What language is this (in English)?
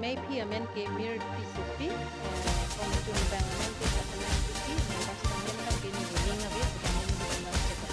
Karbi